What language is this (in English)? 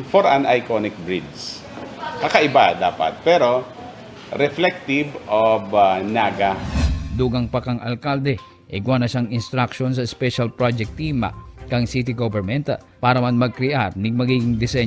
Bikol